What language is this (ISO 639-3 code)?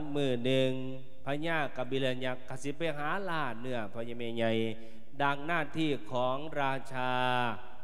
lao